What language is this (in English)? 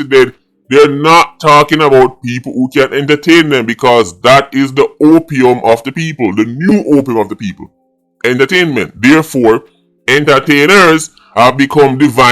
Jamaican Creole English